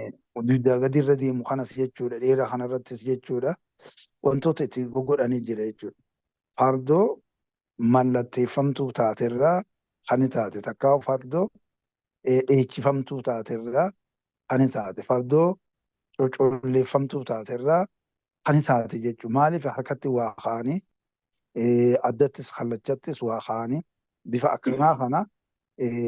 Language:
Oromo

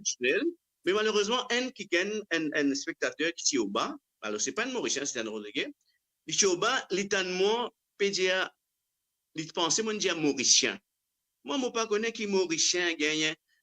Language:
Morisyen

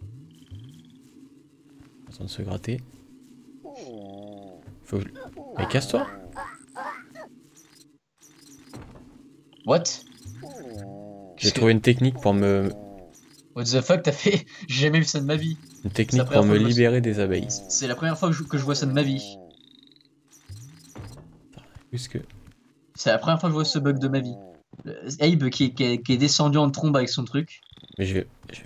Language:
French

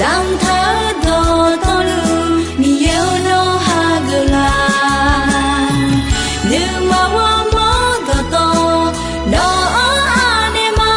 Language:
Akha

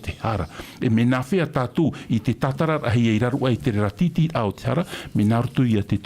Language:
Tahitian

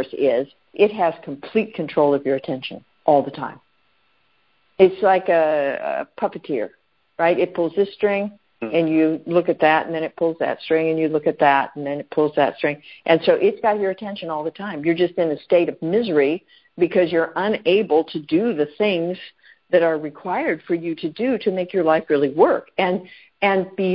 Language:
English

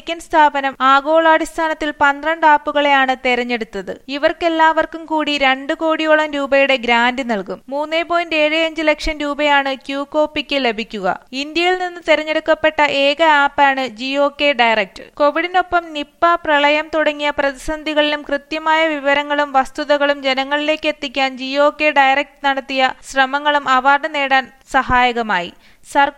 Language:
Malayalam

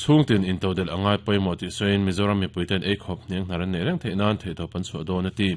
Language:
Mizo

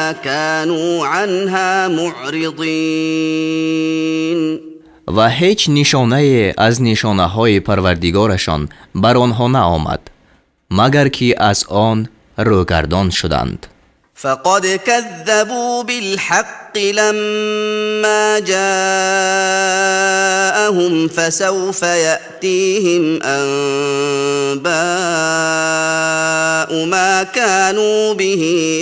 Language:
Tajik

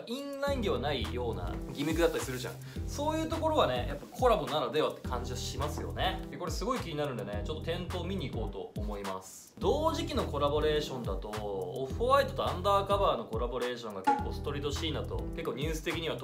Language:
Japanese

